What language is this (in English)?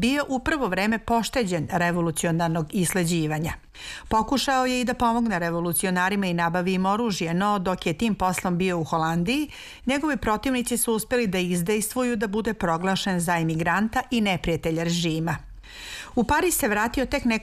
Serbian